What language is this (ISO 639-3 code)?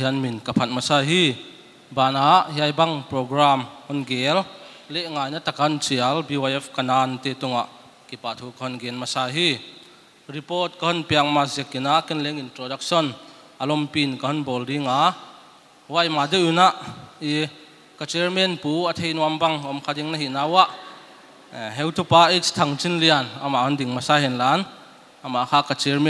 pck